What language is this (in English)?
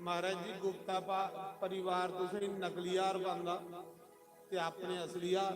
Dogri